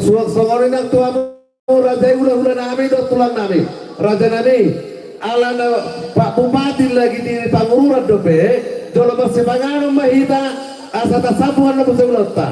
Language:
Batak Toba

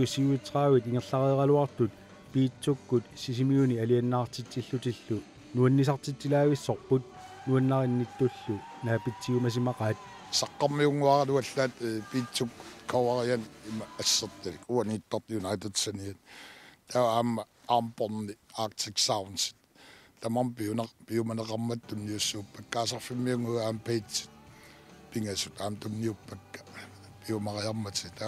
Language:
Kalaallisut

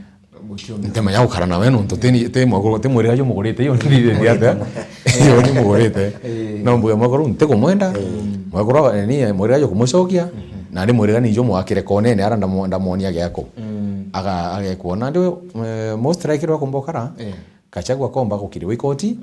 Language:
Meru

